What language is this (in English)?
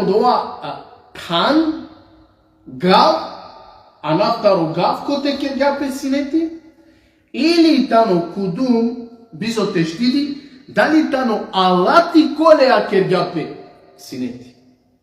Balkan Romani